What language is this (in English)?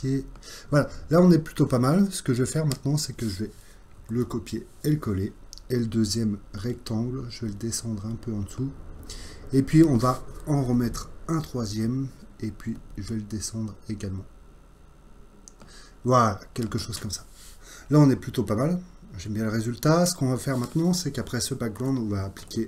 French